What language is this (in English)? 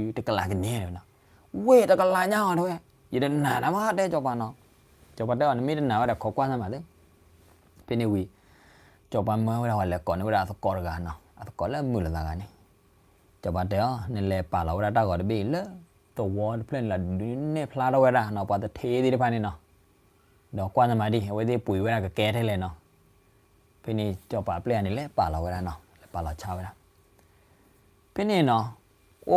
S'gaw Karen